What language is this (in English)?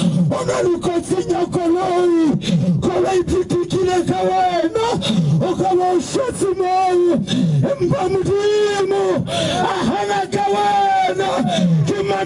Southern Sotho